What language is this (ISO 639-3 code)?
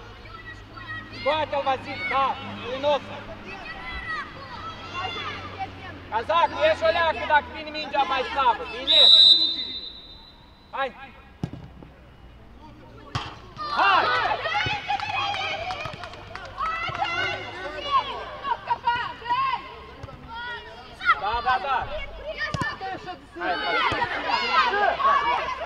ron